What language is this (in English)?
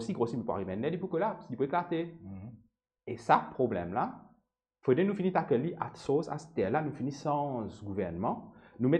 Morisyen